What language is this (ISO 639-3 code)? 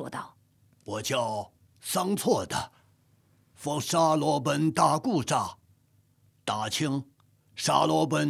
zho